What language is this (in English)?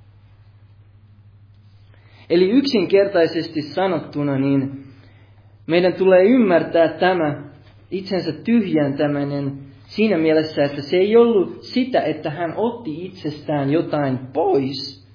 Finnish